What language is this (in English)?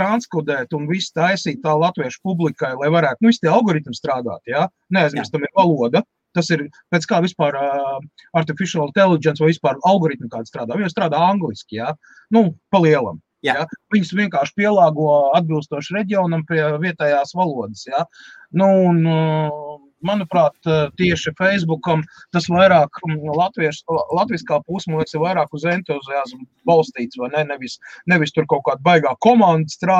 Latvian